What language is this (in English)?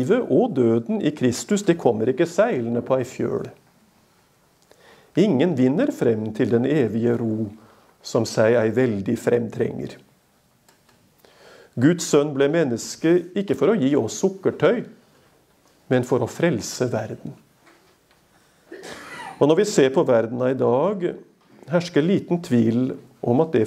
Norwegian